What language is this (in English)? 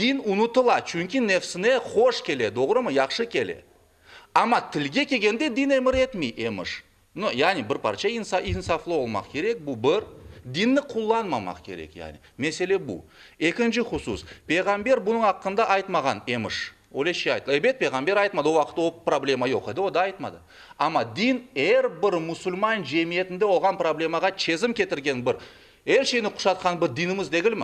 Crimean Tatar